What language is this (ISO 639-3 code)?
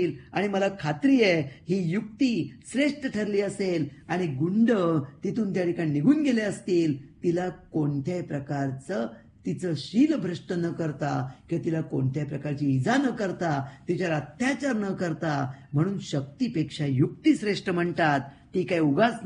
mar